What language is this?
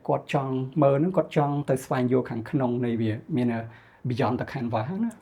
Khmer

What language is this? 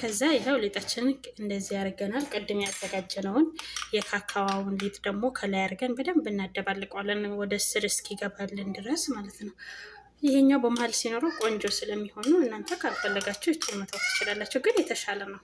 Amharic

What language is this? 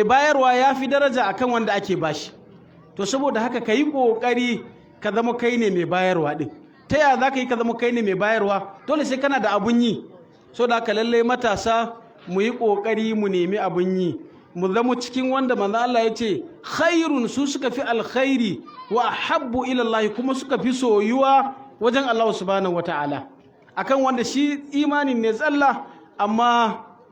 Hausa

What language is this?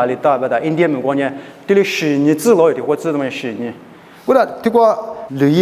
Lisu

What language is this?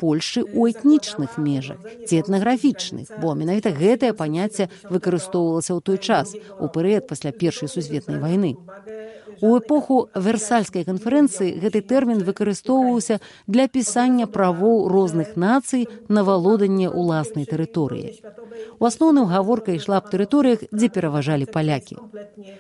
Belarusian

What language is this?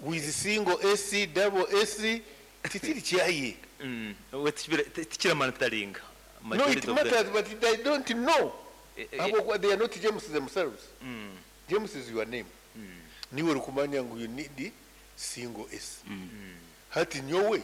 Nyankole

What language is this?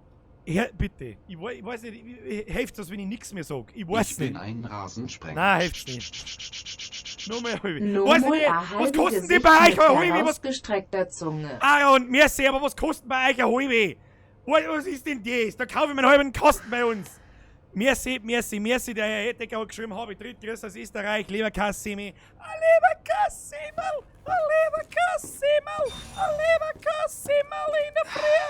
Bavarian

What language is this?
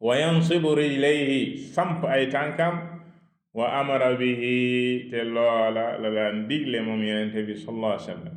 Wolof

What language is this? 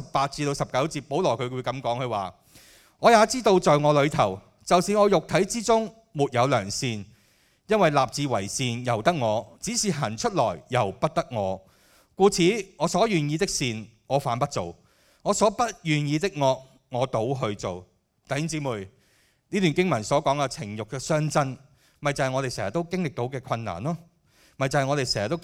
Cantonese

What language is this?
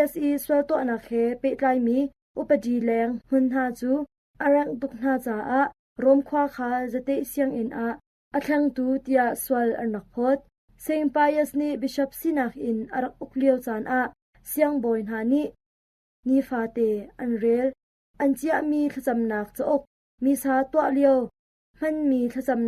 Hakha Chin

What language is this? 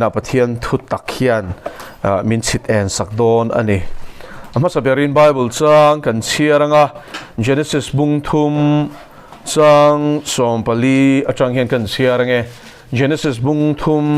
Mizo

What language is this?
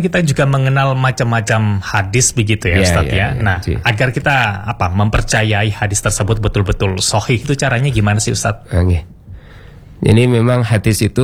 Indonesian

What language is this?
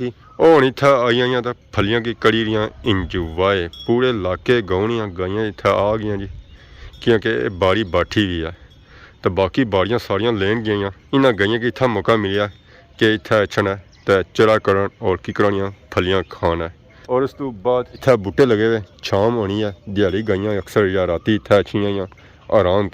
Pahari-Potwari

